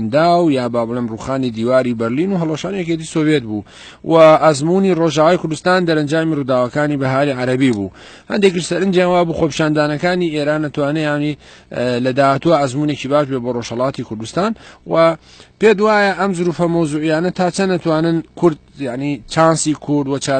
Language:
Central Kurdish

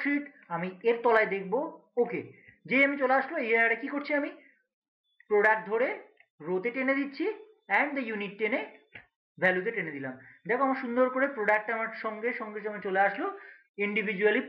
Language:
Bangla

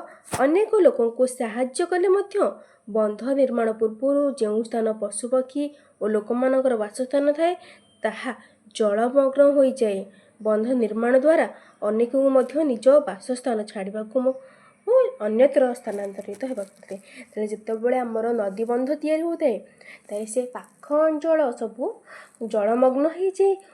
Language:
Odia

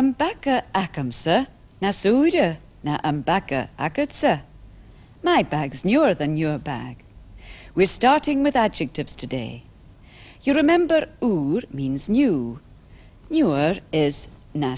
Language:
Scottish Gaelic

